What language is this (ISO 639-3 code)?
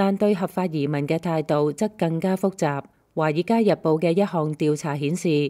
yue